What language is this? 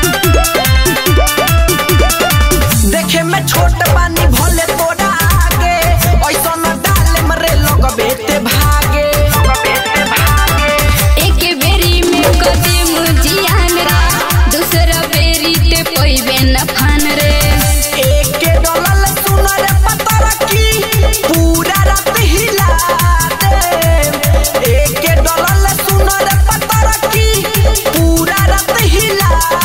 Bhojpuri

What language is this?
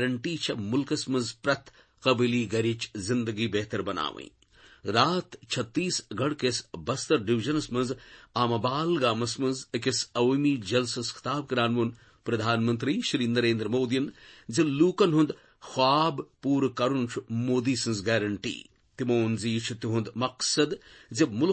Kashmiri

